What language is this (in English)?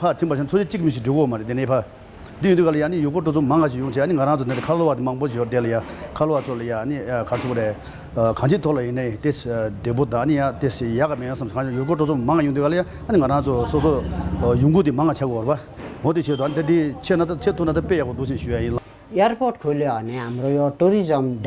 Tibetan